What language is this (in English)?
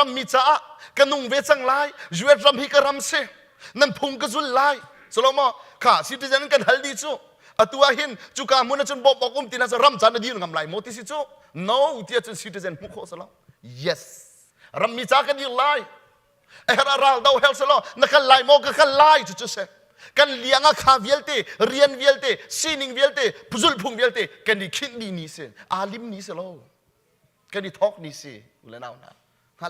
Hakha Chin